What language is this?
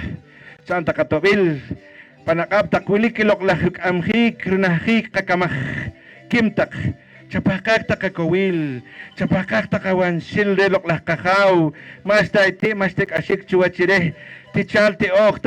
Poqomchi'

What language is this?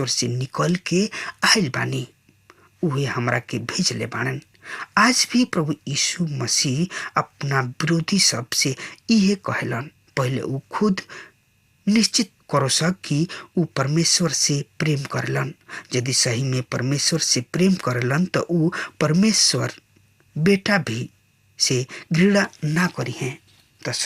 Bhojpuri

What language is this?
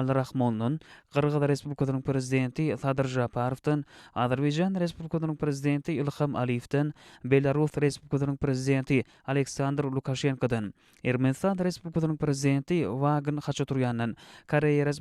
Turkmen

